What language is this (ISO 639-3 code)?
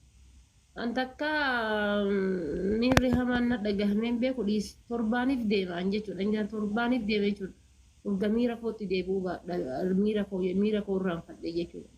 orm